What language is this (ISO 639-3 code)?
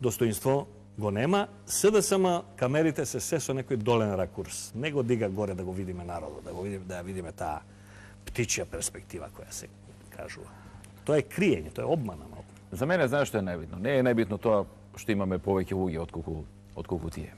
mkd